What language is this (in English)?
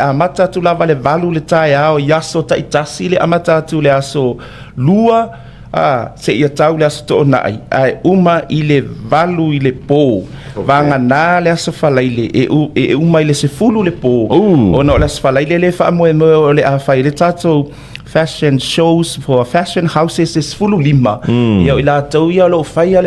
Samoan